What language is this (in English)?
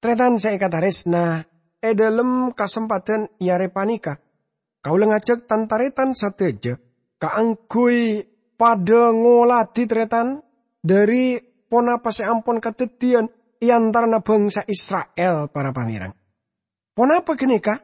Madurese